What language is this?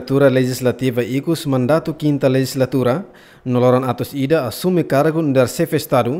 Tetum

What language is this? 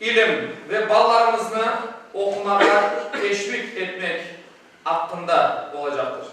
Crimean Tatar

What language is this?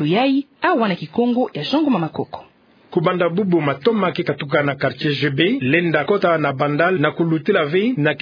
Kituba (Democratic Republic of Congo)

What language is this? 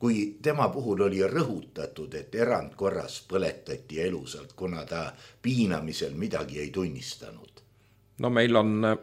Estonian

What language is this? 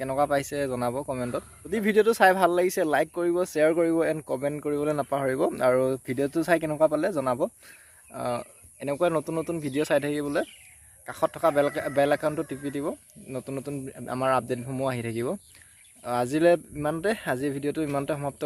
Assamese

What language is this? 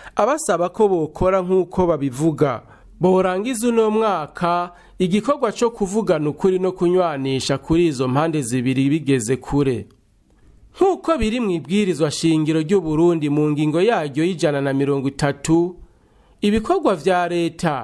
Rundi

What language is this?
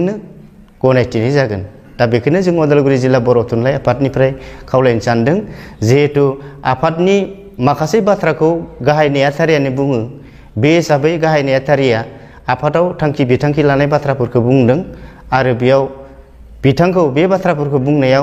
Bodo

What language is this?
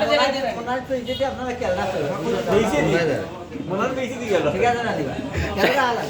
Sylheti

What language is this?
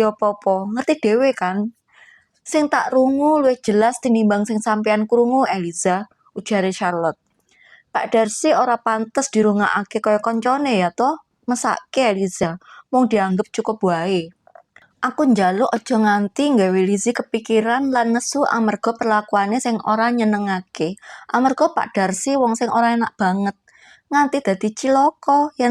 Javanese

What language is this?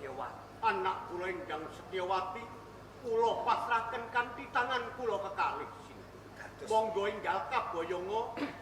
Javanese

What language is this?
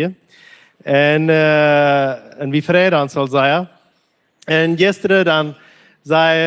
Plautdietsch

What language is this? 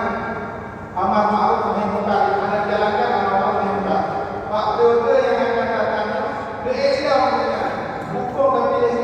Achinese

